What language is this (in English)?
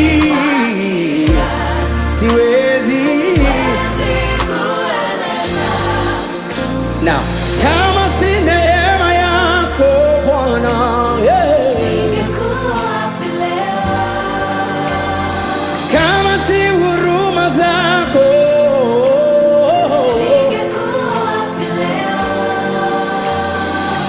Swahili